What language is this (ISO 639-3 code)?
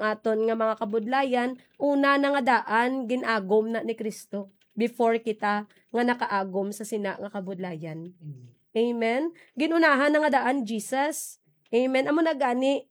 hil